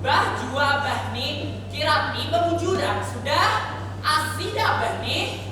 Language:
Banjar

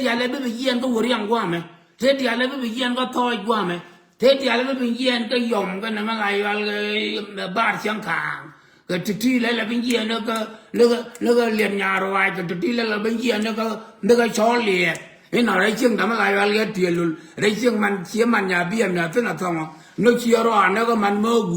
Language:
Nuer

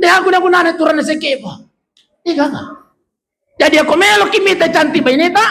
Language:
Buginese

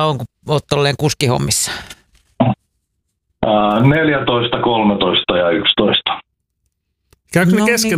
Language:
Finnish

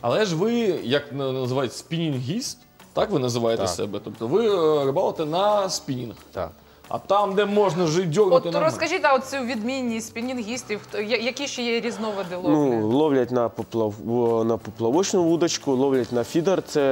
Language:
Ukrainian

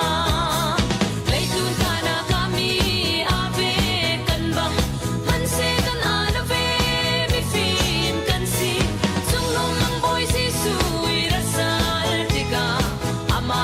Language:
Hakha Chin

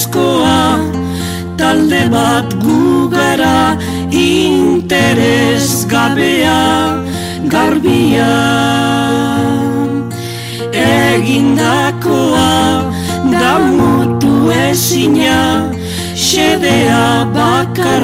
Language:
Basque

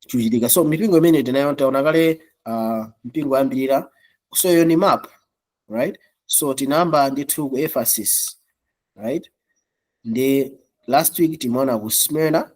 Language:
Nyanja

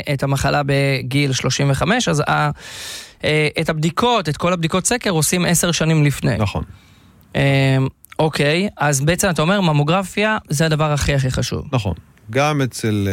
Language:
Hebrew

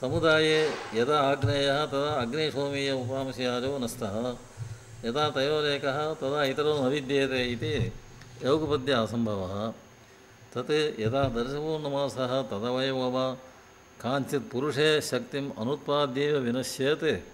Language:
Sanskrit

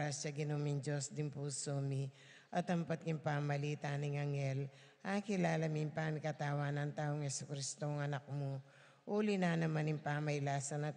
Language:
Pampanga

